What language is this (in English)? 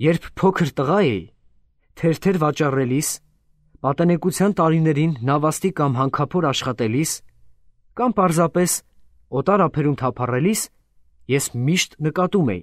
Armenian